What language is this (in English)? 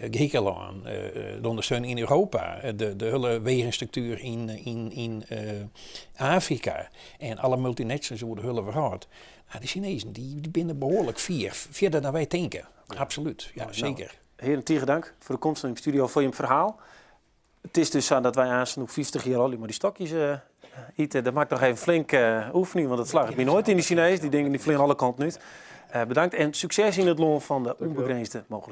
Western Frisian